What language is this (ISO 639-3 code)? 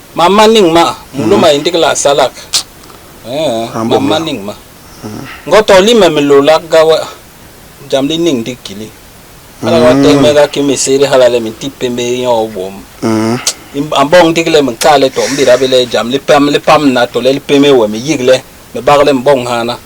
bas